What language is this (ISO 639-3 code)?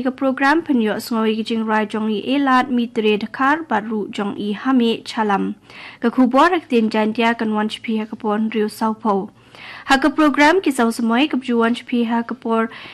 kha